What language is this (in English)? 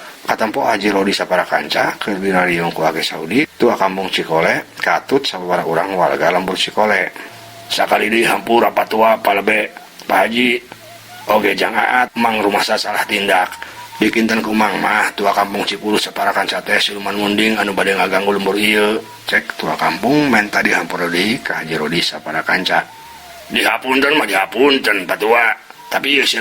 Sundanese